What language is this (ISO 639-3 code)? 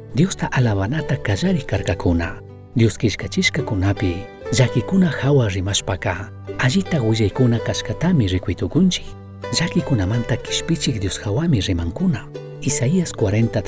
qug